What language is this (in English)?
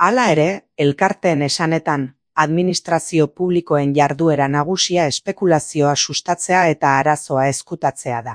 Basque